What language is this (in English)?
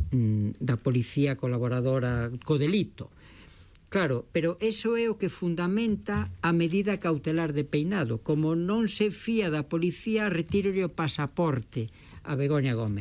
Galician